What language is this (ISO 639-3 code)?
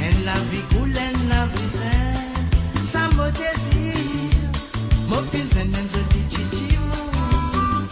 mfe